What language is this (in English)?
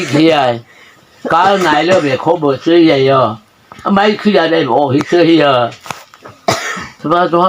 Mara Chin